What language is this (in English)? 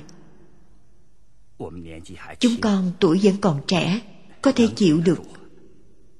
Vietnamese